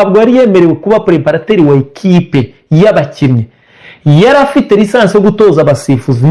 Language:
Kinyarwanda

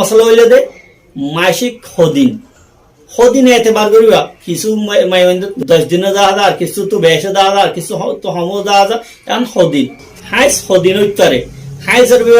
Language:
Rohingya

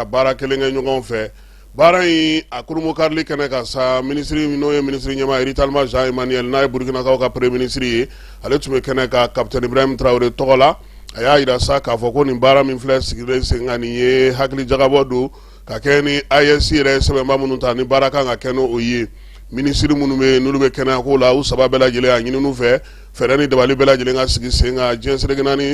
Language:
Bambara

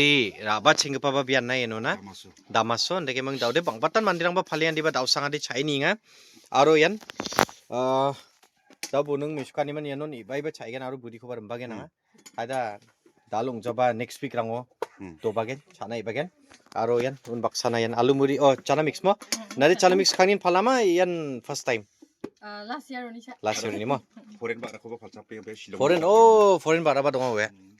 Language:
Garo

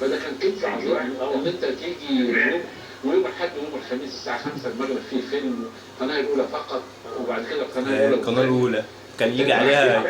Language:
Egyptian Arabic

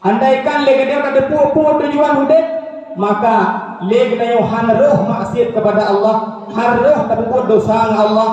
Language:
Achinese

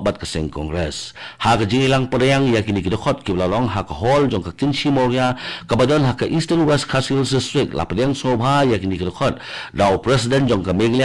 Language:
Khasi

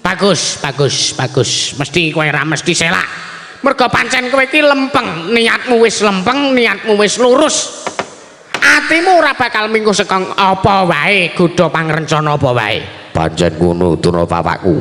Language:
Javanese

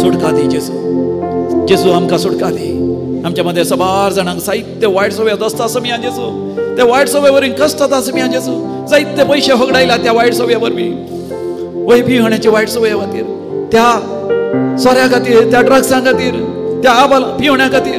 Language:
Konkani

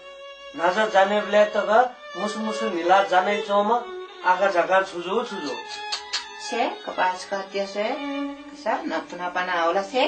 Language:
Newari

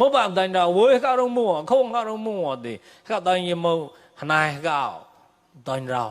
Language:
Mon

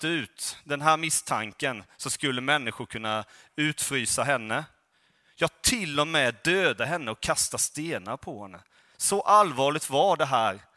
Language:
Swedish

